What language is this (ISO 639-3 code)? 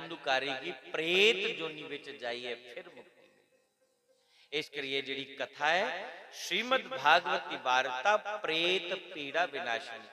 doi